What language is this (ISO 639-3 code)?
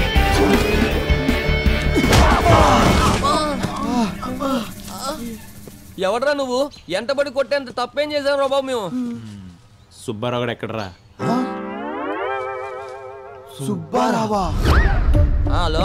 tel